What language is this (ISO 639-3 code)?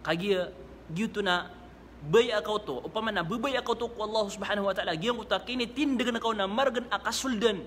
mrw